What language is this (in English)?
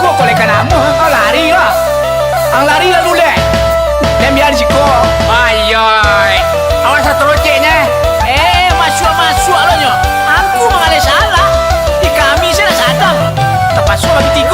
Minangkabau